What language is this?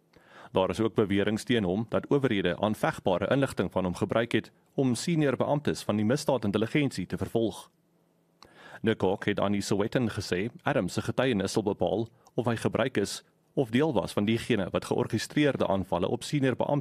Afrikaans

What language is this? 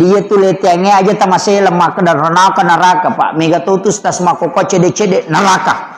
Buginese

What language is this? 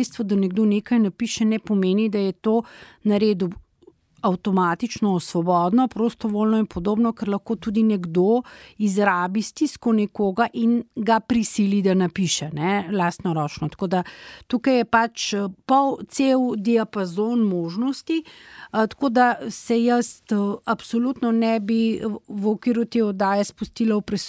Slovenian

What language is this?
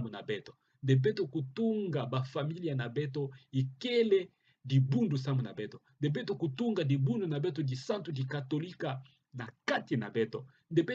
Kituba (Democratic Republic of Congo)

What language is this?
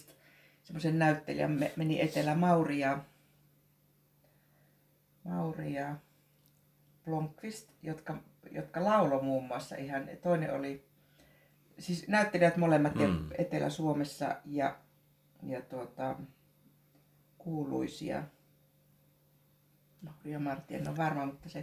Finnish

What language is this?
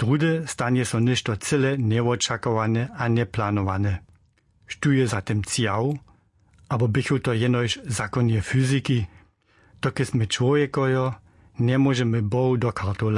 Upper Sorbian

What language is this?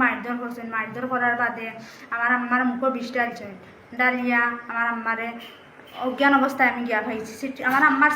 Sylheti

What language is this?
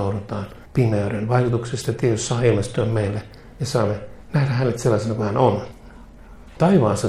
Finnish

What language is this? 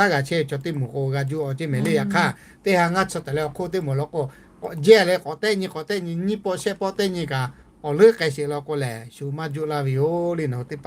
Lahu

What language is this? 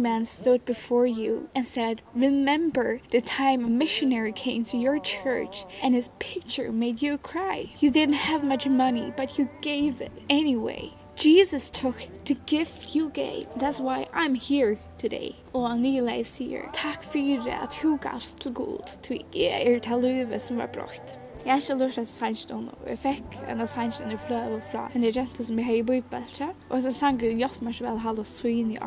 Faroese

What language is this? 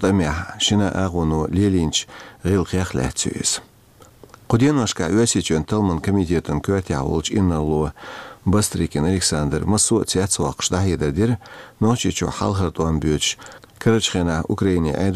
Chechen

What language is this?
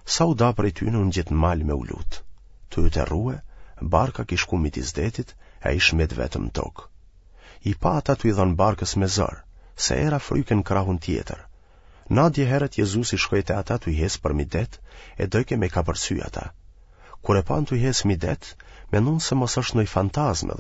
Albanian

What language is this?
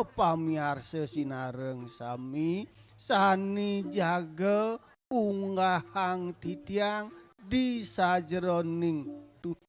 Balinese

